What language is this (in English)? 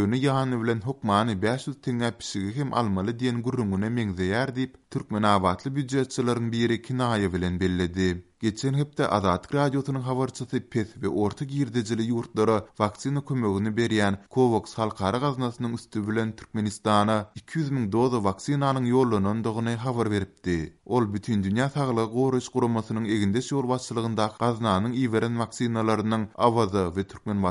Turkmen